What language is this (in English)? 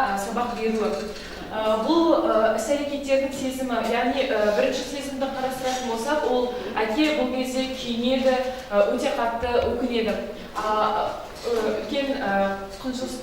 Kazakh